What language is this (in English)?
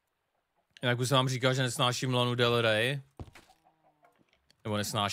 Czech